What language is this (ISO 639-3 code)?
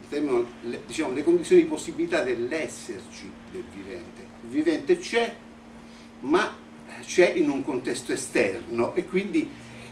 ita